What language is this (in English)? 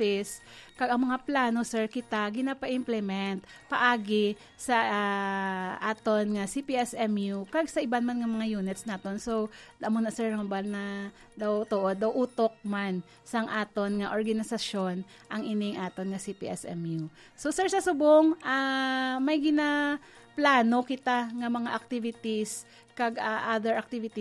Hiligaynon